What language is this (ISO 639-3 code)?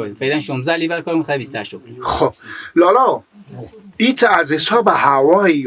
fas